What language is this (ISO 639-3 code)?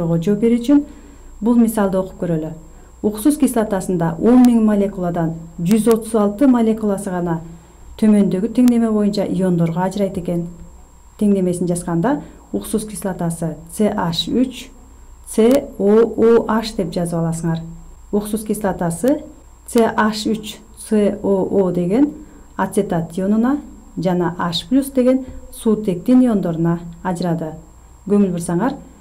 kir